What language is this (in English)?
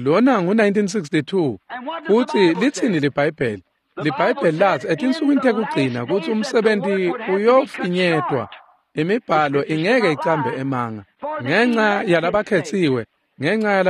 Swati